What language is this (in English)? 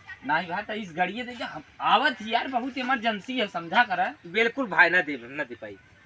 Awadhi